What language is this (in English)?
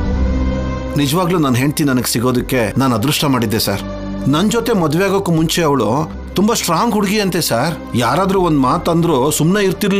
Kannada